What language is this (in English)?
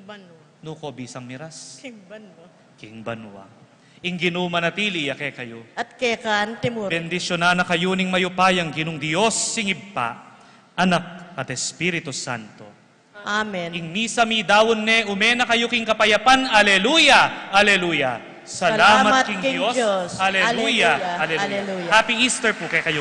Pampanga